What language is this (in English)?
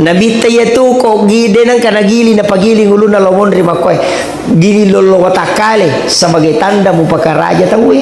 Buginese